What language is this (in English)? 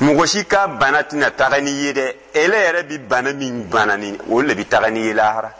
Dyula